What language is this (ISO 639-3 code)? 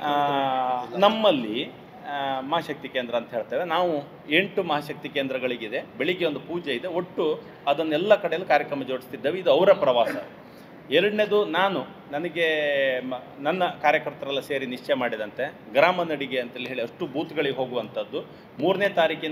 kan